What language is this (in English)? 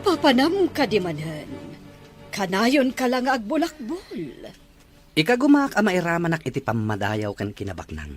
Iloko